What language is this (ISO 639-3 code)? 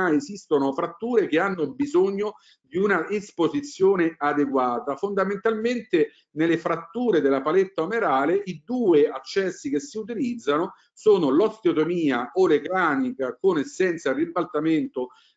ita